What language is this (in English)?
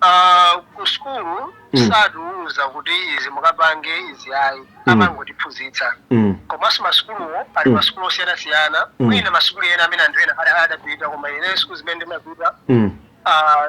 Nyanja